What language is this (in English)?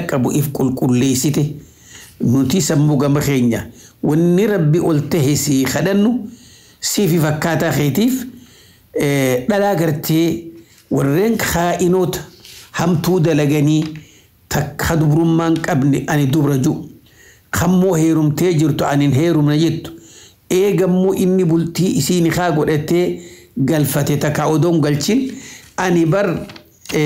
Oromo